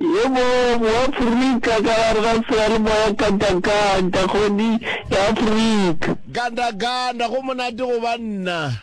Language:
Northern Sotho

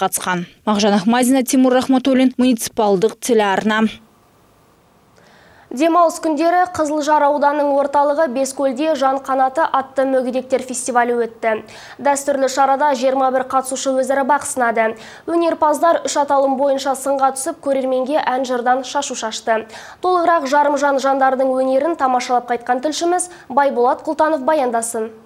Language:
Kazakh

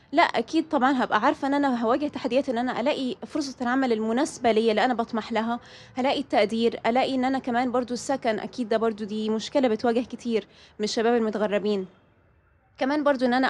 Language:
Egyptian Arabic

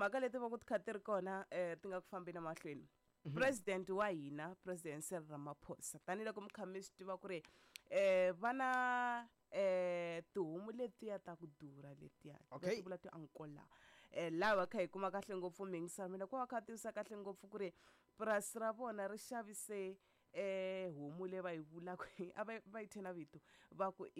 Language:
Tsonga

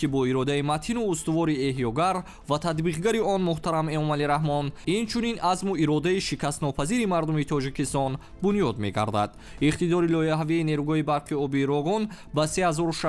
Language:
Tajik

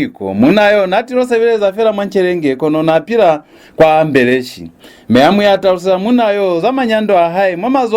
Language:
Lozi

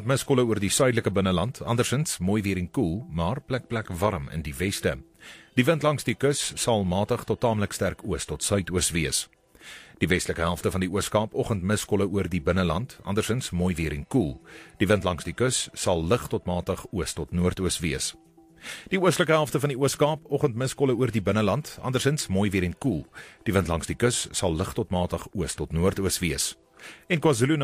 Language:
Afrikaans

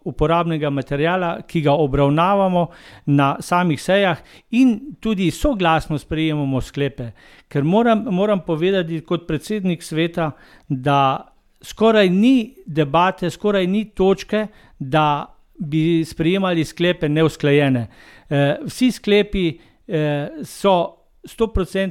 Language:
Slovenian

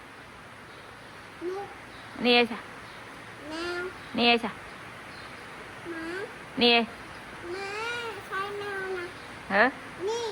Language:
Northeastern Thai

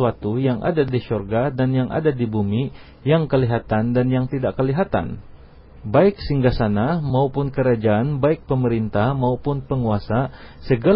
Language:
Indonesian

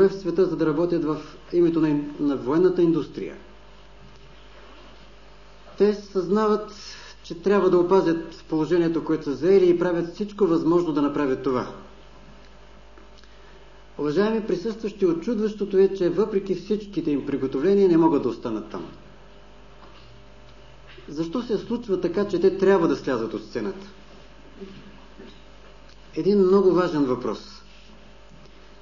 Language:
Bulgarian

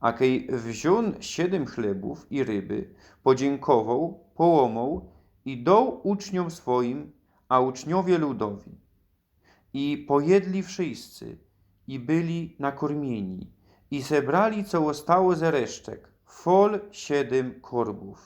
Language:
Silesian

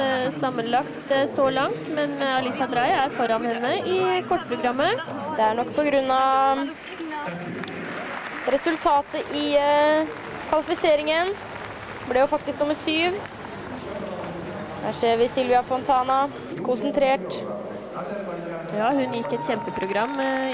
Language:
Norwegian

